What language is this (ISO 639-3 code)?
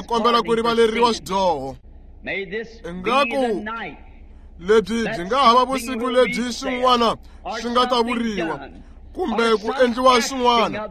tso